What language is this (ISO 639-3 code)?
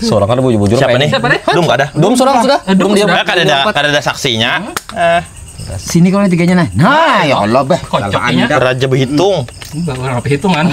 bjn